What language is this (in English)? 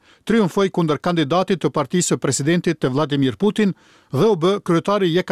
Albanian